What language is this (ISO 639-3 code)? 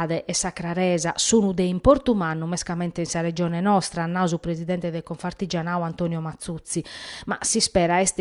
srd